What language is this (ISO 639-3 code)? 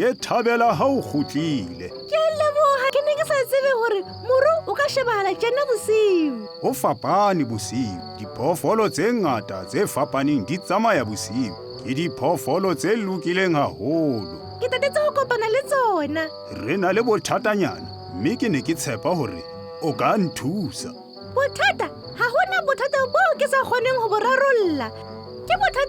sot